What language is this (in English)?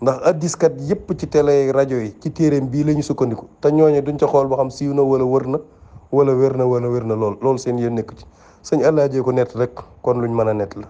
Wolof